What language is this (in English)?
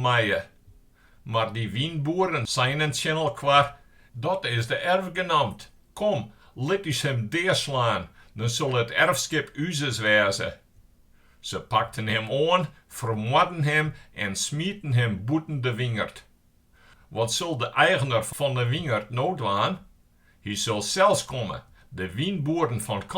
Western Frisian